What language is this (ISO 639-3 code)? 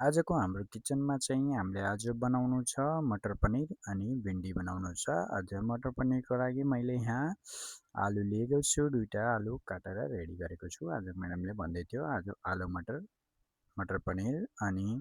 nep